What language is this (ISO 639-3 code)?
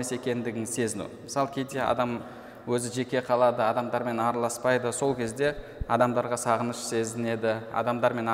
kaz